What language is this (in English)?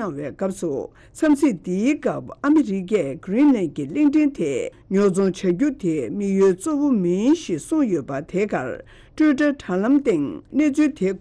Tibetan